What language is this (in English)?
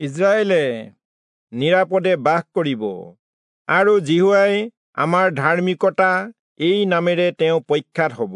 Assamese